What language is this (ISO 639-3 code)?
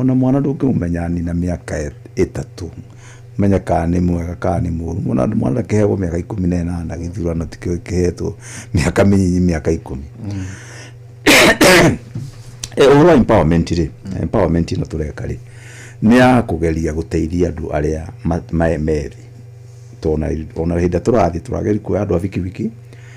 kik